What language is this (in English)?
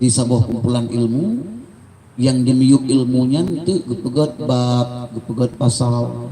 Achinese